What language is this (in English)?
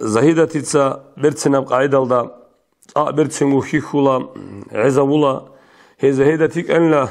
Avaric